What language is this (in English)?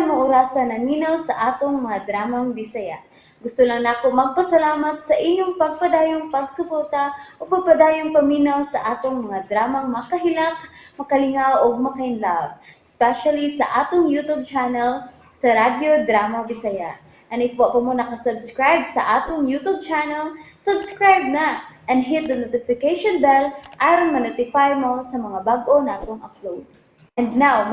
Cebuano